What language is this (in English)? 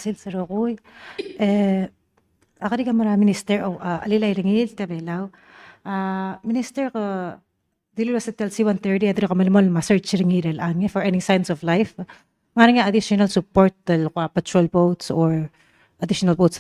Palauan